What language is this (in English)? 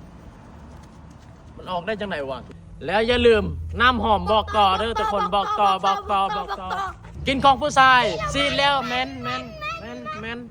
Lao